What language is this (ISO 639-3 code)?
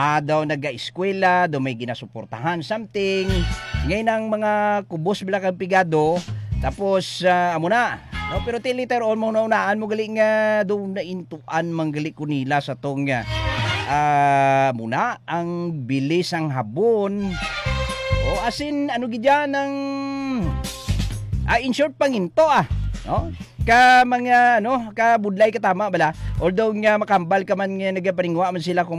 hil